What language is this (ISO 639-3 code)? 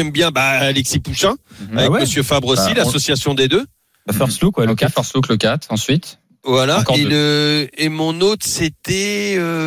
fra